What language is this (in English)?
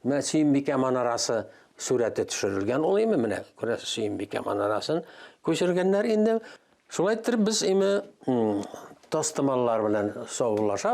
Tatar